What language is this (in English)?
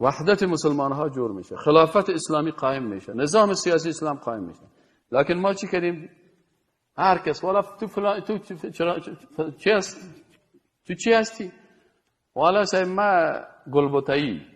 Persian